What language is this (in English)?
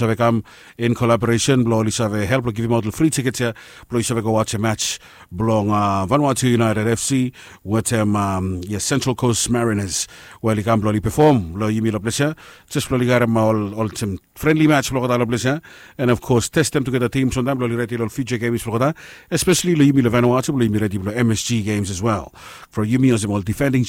Bislama